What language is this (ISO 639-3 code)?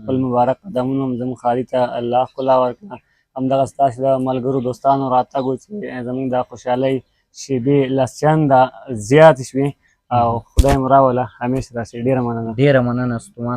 pus